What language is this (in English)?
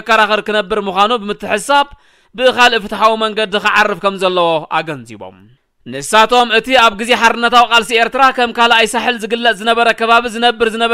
Tigrinya